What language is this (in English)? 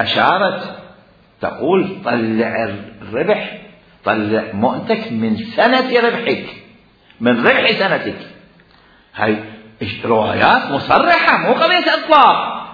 Mesopotamian Arabic